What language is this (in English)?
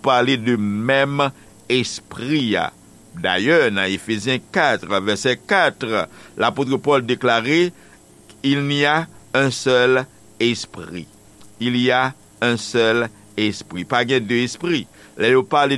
Haitian Creole